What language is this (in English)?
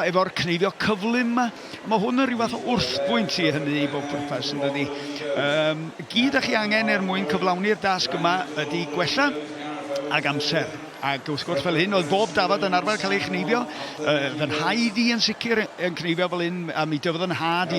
Welsh